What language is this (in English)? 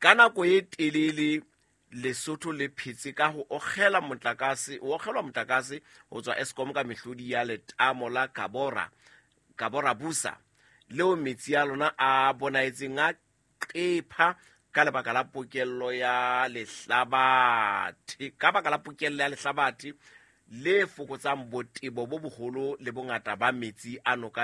Southern Sotho